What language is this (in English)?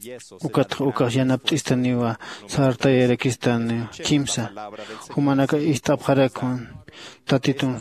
Aymara